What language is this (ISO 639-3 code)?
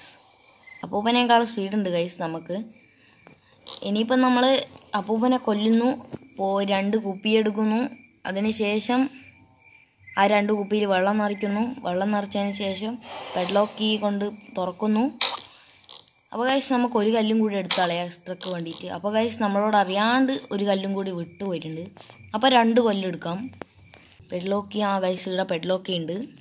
mal